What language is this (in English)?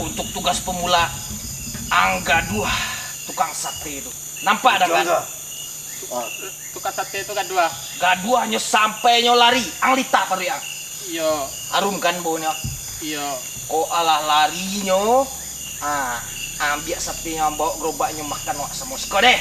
Minangkabau